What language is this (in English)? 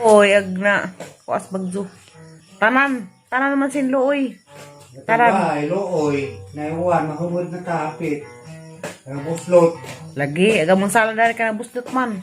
Cebuano